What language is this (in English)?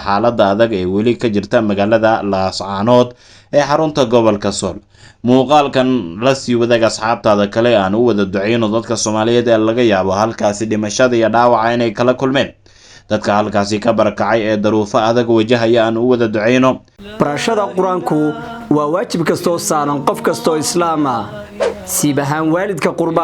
Somali